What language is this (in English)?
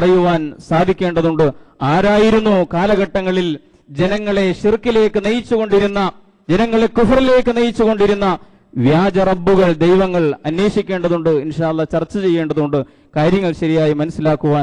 Malayalam